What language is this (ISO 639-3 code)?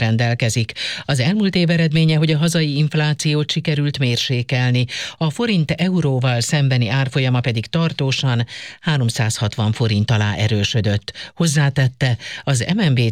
hun